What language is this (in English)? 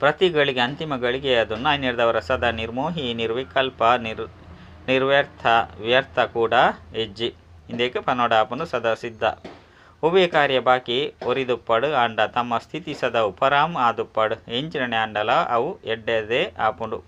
Tulu